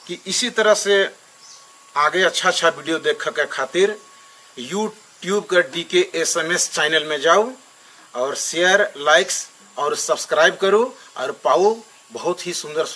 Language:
Sadri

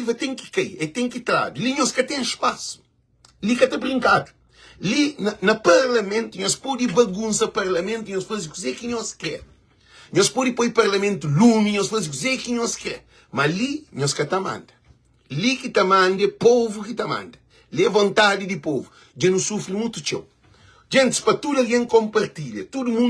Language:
Kabuverdianu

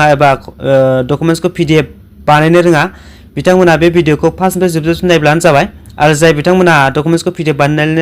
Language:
Bodo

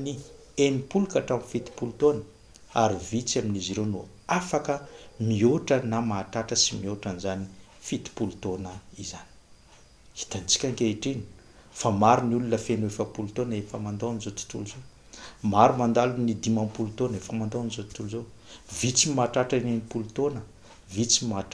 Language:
Malagasy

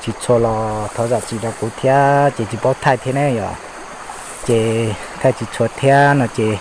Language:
Hmong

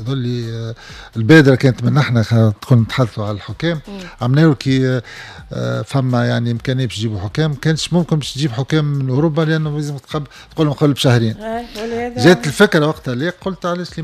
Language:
Tunisian Arabic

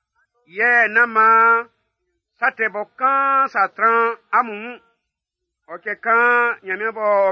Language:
Baoulé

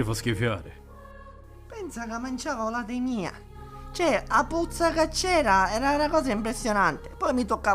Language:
Sicilian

